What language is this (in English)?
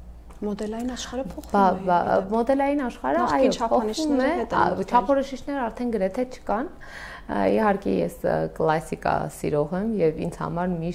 Armenian